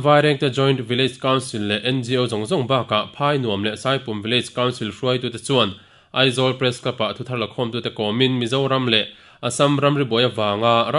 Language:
Mizo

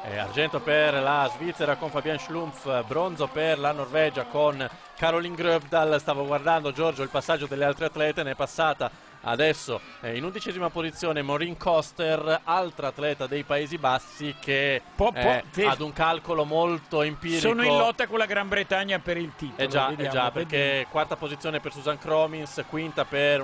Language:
Italian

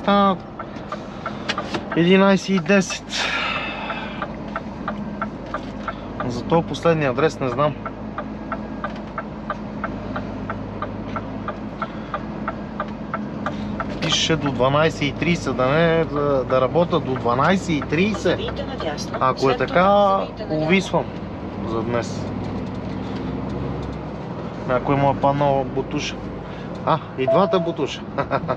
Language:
Bulgarian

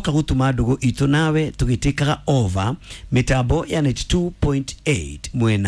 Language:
Kikuyu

